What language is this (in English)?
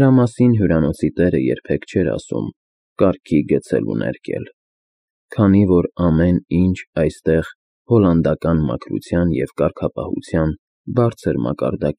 Armenian